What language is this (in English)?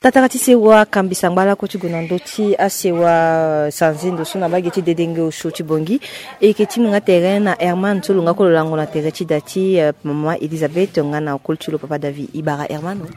Sango